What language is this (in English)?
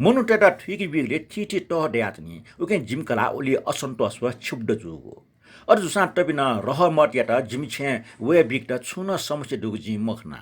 Newari